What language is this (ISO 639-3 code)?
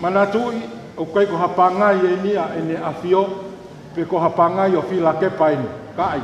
ton